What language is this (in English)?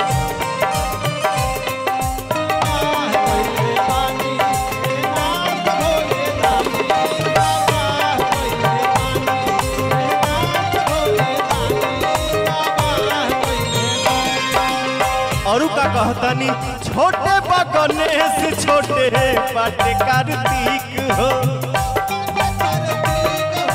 Bhojpuri